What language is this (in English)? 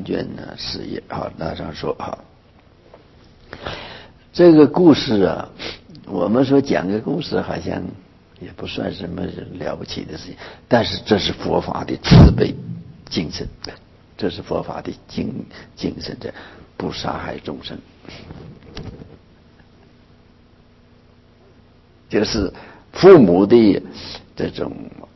Chinese